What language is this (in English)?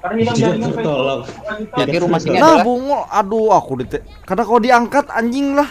Banjar